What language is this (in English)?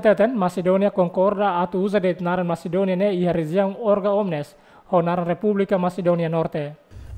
Tetum